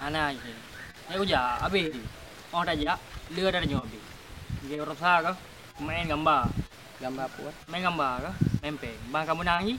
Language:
Achinese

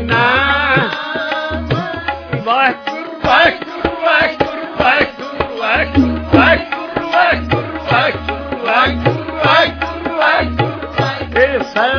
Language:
Punjabi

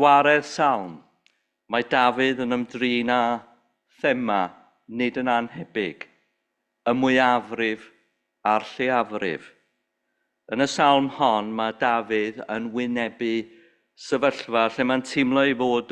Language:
Welsh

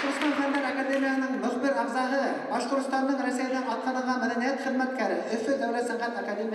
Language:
Bashkir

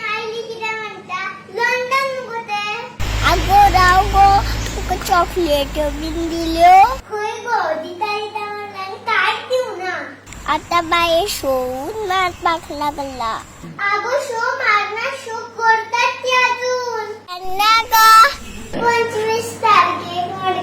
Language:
Konkani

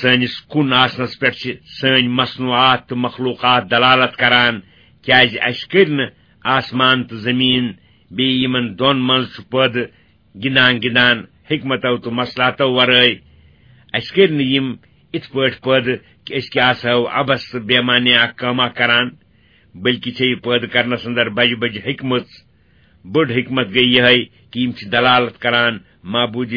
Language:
Kashmiri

